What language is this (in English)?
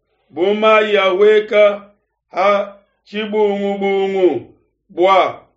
Luba-Lulua